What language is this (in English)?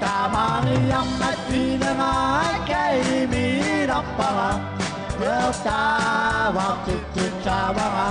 Kalaallisut